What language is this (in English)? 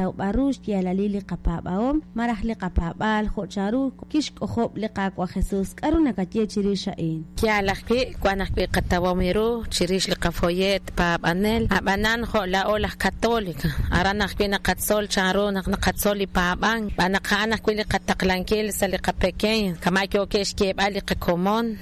Kekchí